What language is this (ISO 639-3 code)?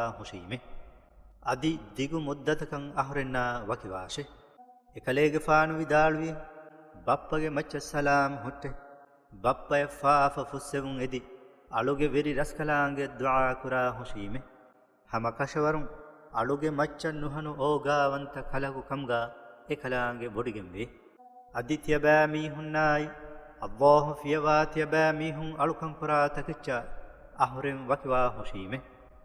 div